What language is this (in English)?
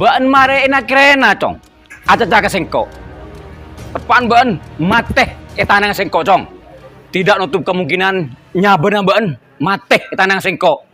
Madurese